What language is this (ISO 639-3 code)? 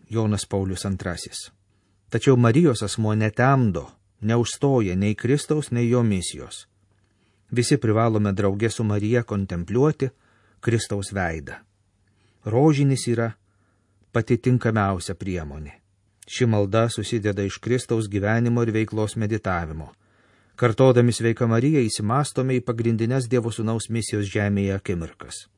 lit